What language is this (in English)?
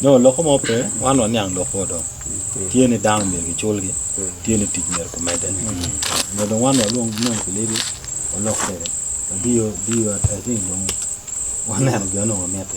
Acoli